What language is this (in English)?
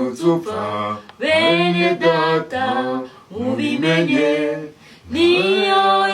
Kinyarwanda